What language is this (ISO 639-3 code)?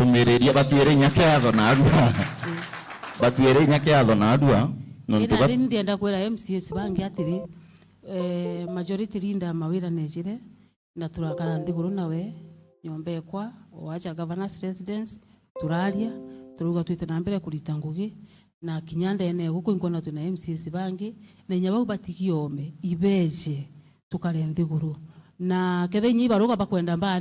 mer